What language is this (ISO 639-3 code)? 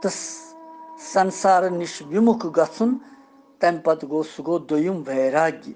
kas